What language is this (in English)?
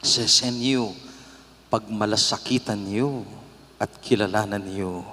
Pampanga